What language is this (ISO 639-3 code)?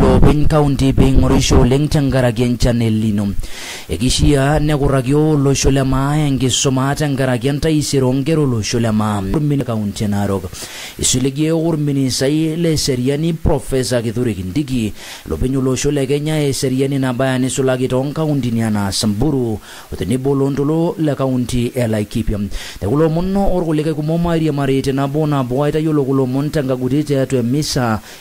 mas